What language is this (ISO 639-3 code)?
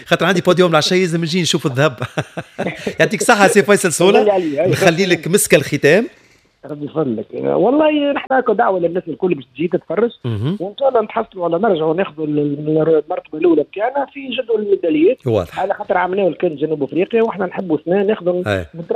aeb